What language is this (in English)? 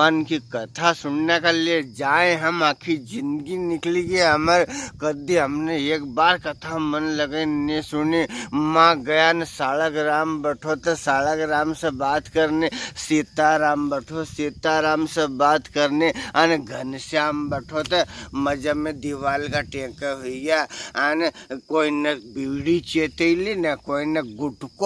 Rajasthani